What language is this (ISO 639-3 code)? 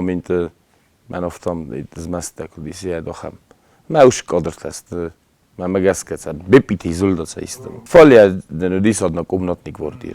oss